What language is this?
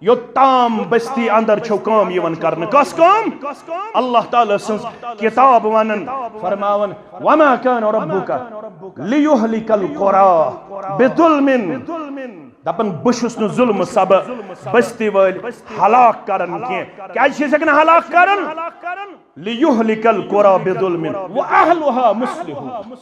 Kashmiri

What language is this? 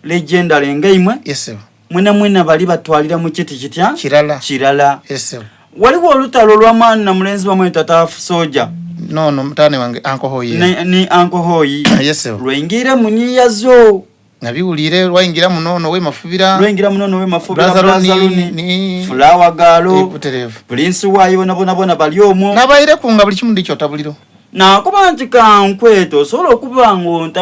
Soga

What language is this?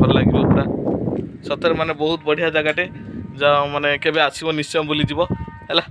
Odia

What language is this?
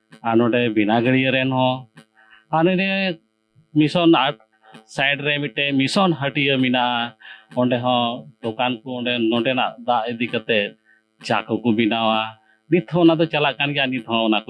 Santali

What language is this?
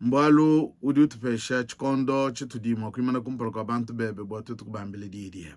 Luba-Lulua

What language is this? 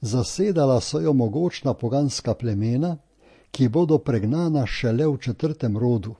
Slovenian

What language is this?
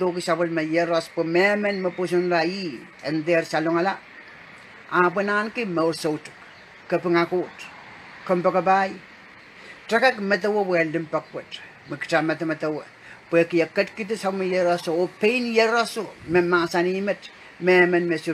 Pohnpeian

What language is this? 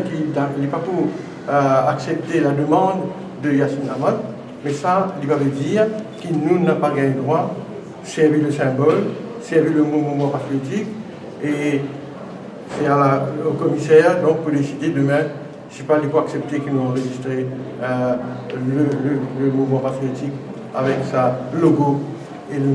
Morisyen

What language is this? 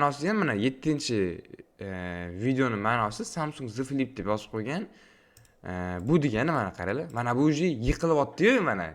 Uzbek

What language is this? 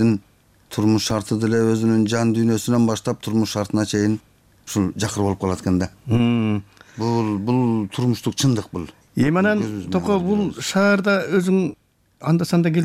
Kyrgyz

